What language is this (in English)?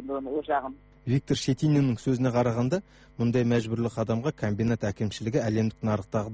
Kazakh